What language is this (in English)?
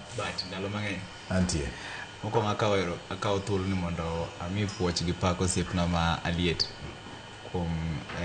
Luo (Kenya and Tanzania)